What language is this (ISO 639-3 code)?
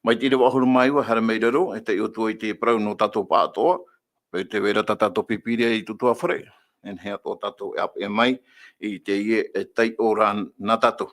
tah